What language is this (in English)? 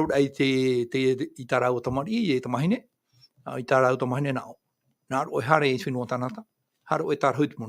Tahitian